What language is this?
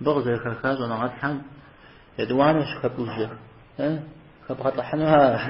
Kabardian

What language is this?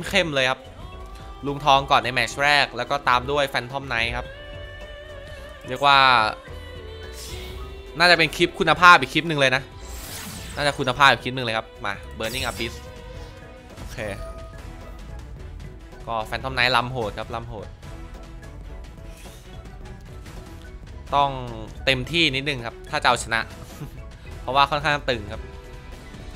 Thai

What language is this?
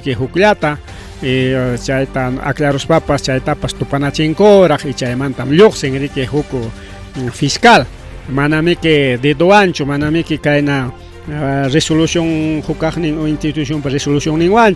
Ayacucho Quechua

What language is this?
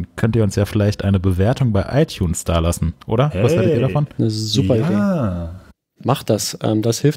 German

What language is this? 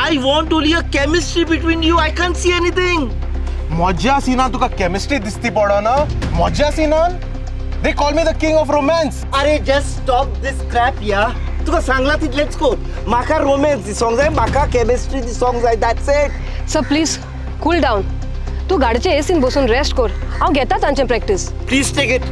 Konkani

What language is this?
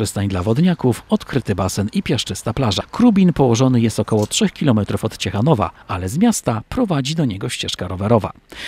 Polish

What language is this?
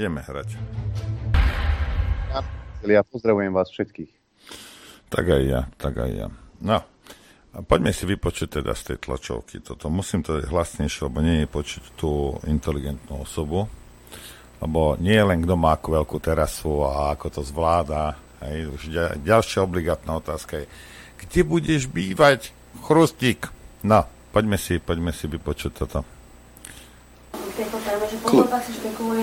Slovak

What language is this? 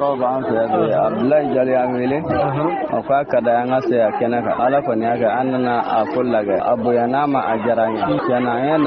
Bambara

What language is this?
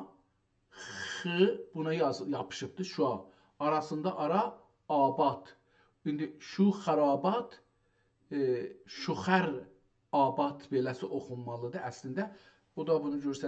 South Azerbaijani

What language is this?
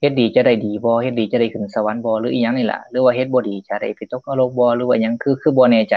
Lao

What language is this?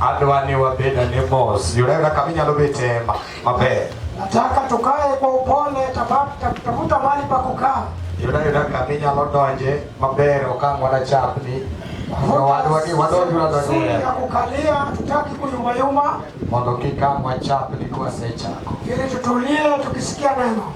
Luo (Kenya and Tanzania)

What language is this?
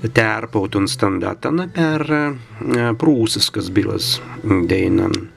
Prussian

